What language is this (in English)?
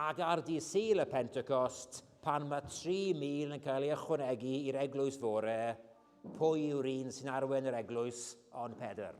Welsh